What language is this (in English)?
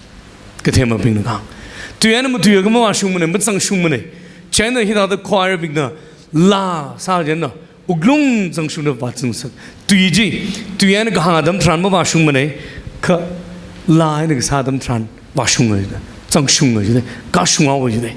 Tangkhul Naga (India)